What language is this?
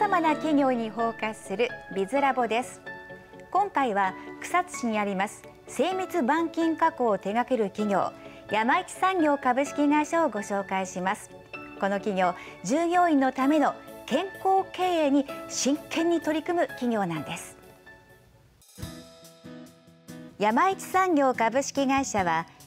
Japanese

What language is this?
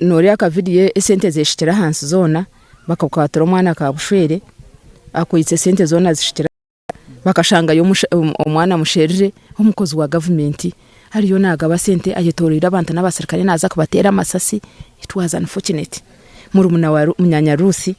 Nyankole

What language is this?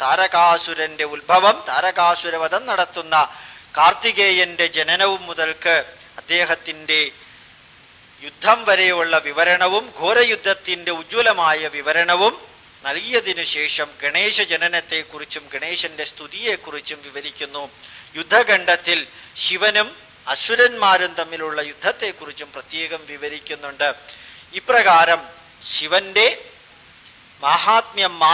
Malayalam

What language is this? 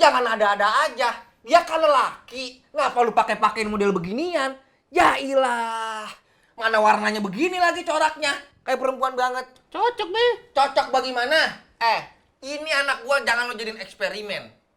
Betawi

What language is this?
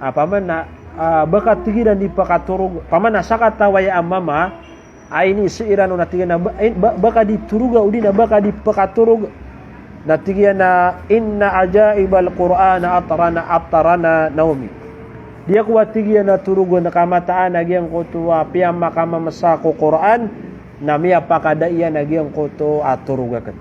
Maranao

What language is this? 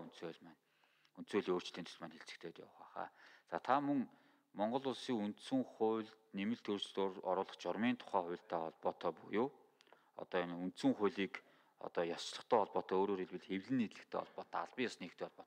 Mongolian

